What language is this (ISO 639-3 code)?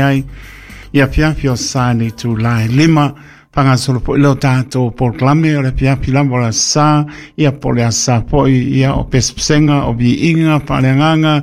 smo